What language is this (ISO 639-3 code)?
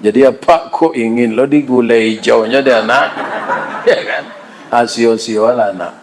min